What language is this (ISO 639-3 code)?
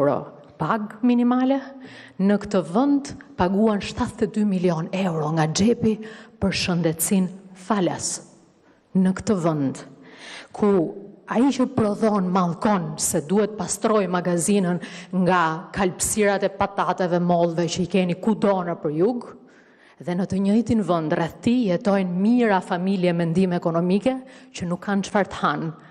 sqi